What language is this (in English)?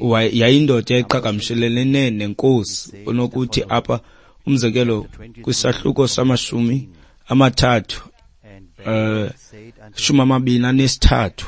Xhosa